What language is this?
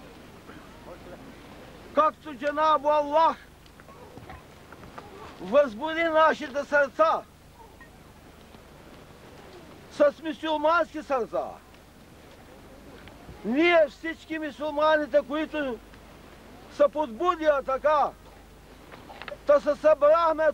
Bulgarian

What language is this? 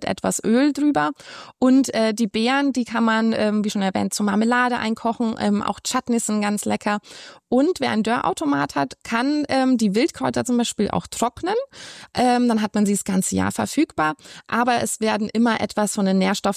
German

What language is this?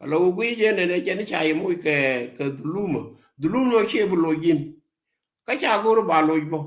Nuer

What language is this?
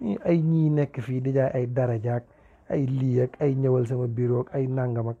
Wolof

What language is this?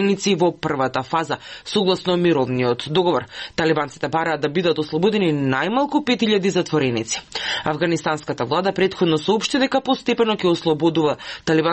Macedonian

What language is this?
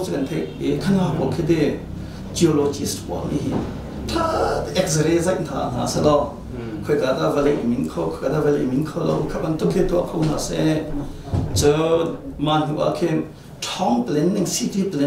Hakha Chin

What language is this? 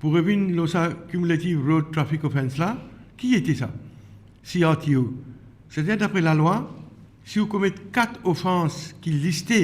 Morisyen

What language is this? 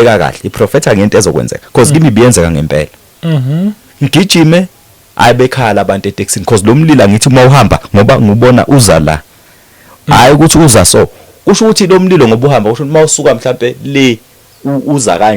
Zulu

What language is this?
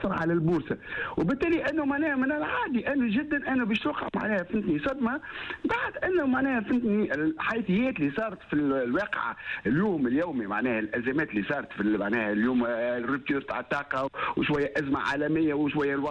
Tunisian Arabic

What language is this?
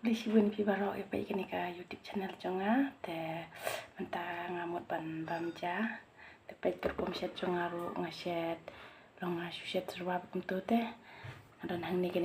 Khasi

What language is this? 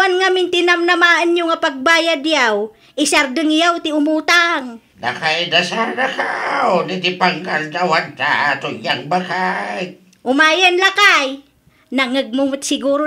Iloko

